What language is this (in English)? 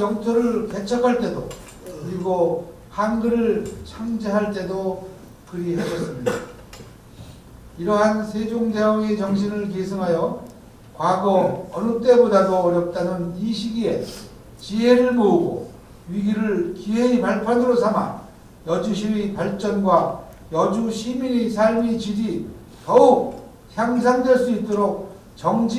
Korean